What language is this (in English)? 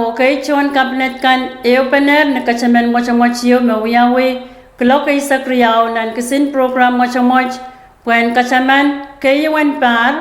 Pohnpeian